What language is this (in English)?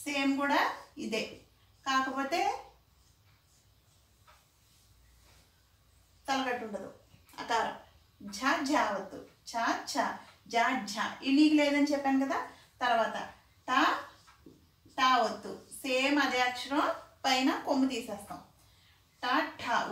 Telugu